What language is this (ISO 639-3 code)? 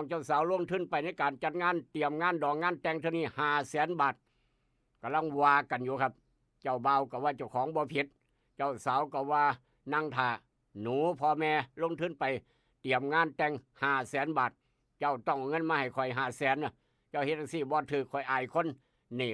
tts